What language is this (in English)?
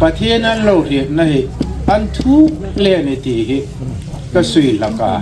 Hmar